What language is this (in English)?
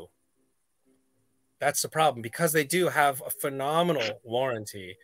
English